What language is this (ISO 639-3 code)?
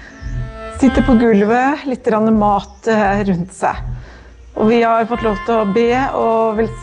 nor